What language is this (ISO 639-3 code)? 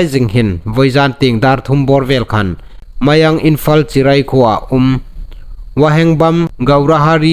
hmr